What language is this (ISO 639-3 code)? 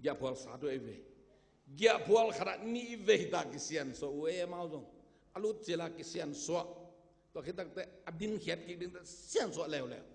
ctd